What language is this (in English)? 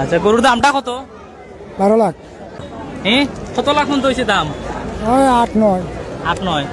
Sylheti